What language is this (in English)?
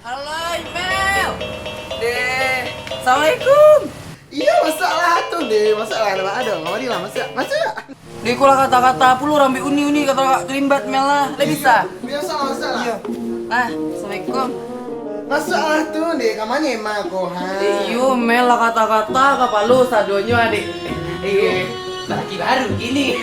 Minangkabau